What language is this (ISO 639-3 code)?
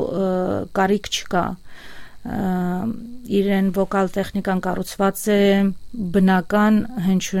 hye